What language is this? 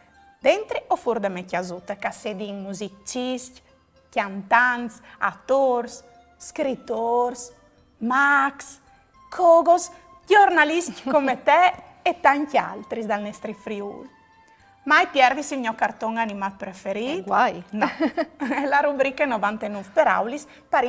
Friulian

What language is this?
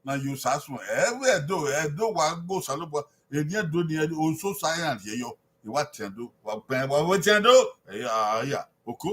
Bini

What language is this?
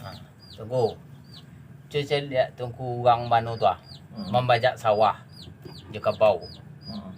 Minangkabau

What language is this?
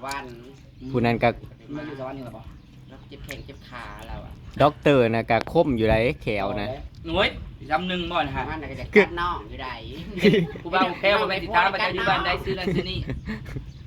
Northeastern Thai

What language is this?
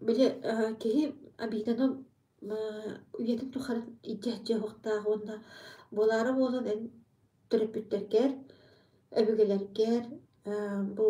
Yakut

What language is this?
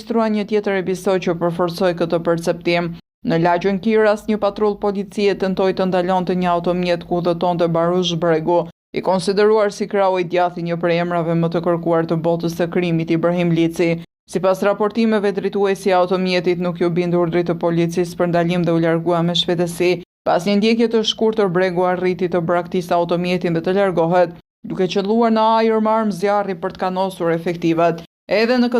Albanian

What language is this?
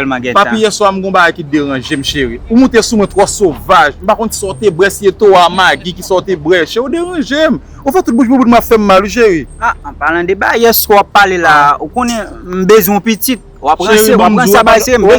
Haitian Creole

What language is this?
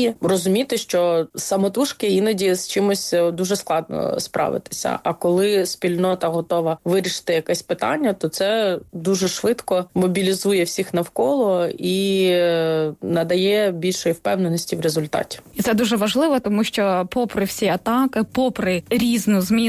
Ukrainian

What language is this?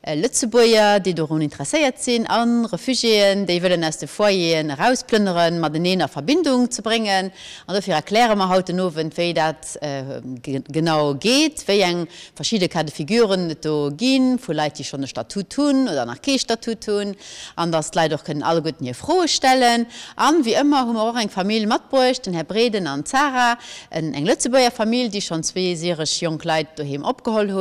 Luxembourgish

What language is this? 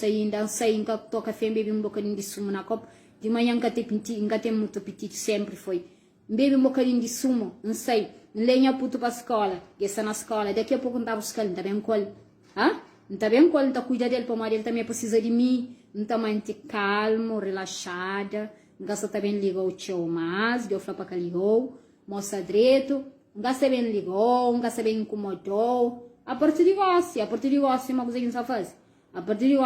Kabuverdianu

